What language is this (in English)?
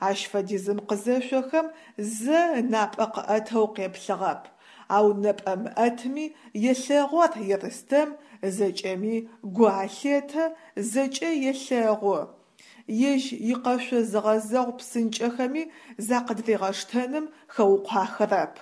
Adyghe